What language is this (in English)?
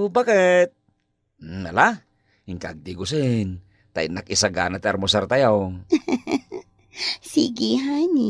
Iloko